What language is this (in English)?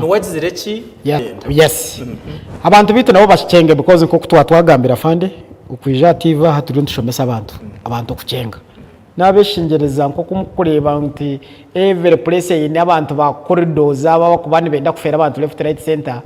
Nyankole